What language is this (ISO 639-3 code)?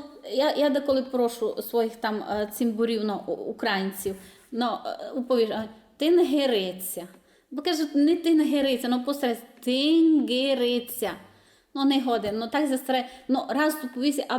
rue